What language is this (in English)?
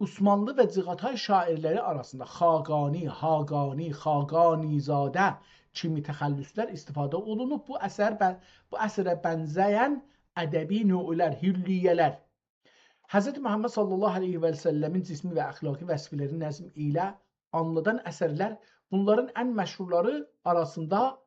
South Azerbaijani